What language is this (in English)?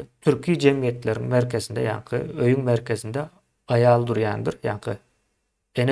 Turkmen